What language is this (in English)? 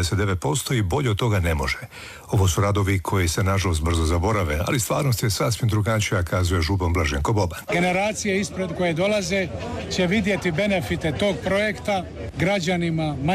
Croatian